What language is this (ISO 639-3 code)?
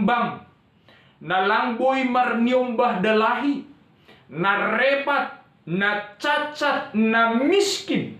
bts